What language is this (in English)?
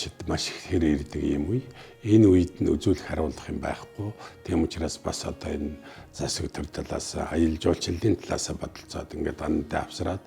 Mongolian